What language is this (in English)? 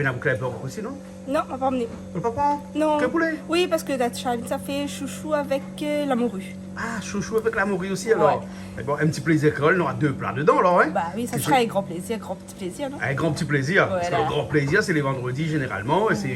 Réunion Creole French